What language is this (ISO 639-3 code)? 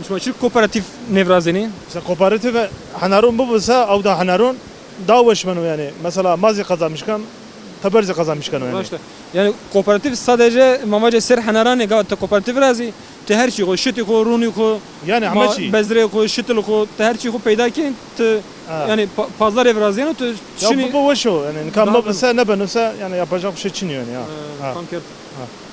zza